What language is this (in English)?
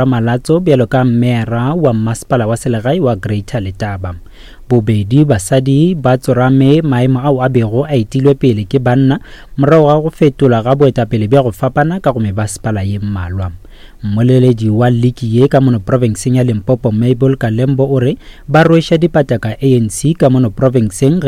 Northern Sotho